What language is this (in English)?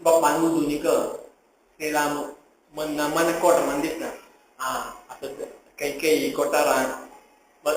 Konkani